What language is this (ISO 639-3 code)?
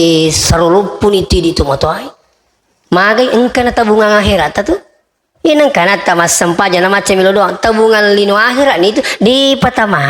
bug